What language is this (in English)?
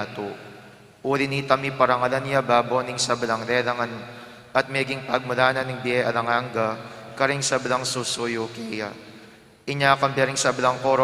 Pampanga